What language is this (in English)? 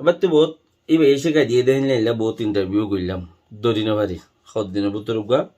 Rohingya